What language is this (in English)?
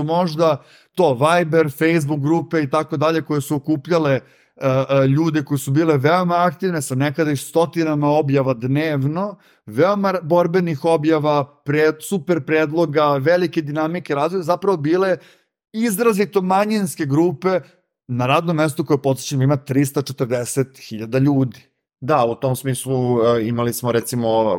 Serbian